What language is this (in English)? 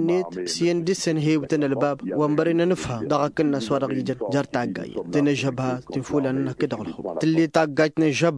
Tamasheq